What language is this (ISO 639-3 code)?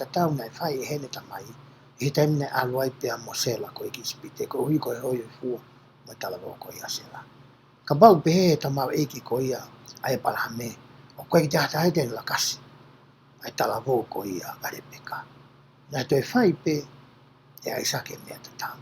ton